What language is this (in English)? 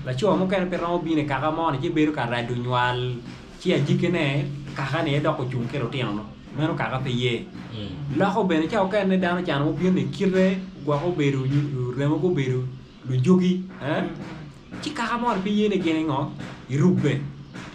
Acoli